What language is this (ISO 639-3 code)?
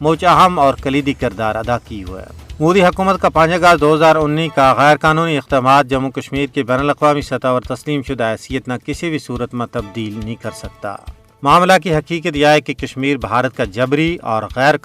gju